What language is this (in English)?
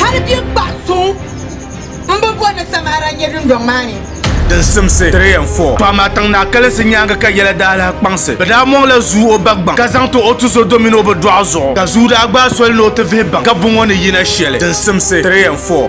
Dagbani